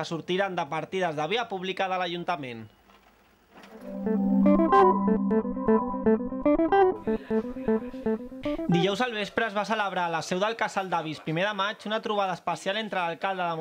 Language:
Catalan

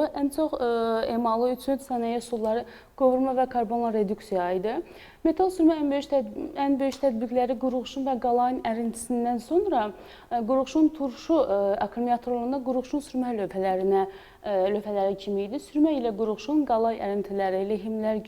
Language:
Azerbaijani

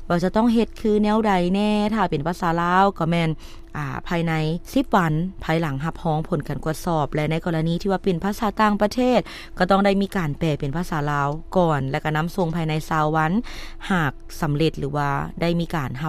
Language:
Lao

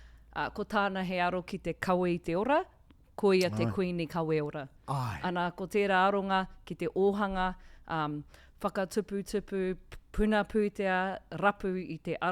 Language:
Māori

